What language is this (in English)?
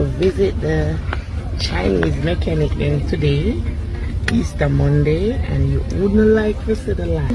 Jamaican Creole English